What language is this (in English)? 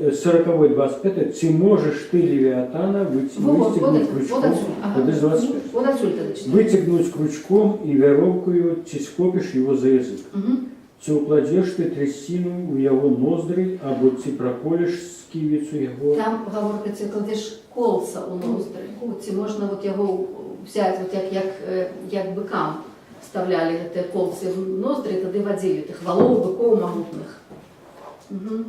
Belarusian